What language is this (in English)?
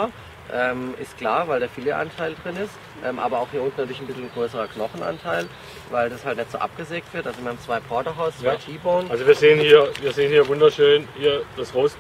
German